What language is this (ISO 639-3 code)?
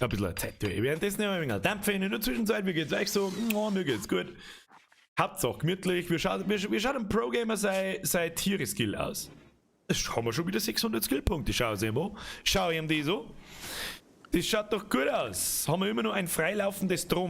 bar